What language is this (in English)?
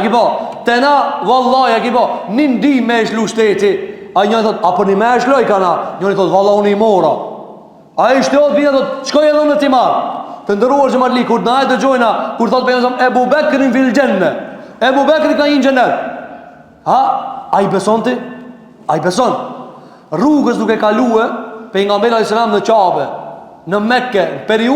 Albanian